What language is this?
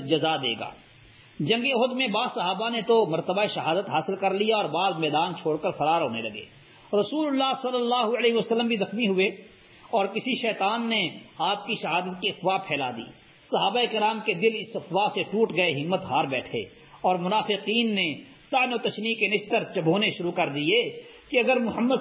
Urdu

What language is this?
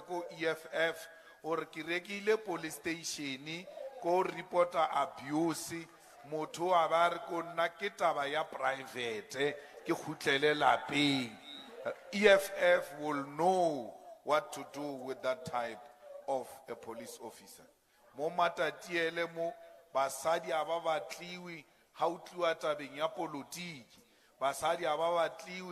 Southern Sotho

